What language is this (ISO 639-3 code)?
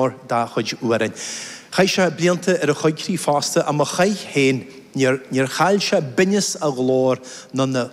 gle